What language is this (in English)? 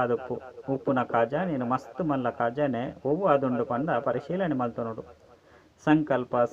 Tulu